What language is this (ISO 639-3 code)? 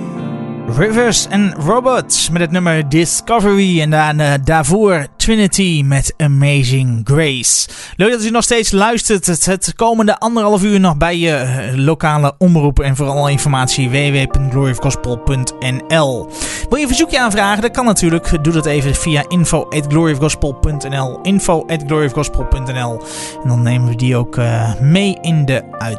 nld